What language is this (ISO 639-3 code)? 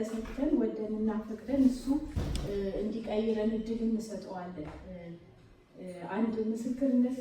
amh